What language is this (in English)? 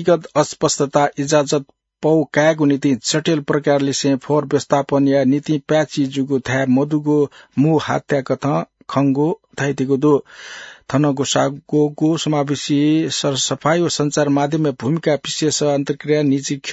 Newari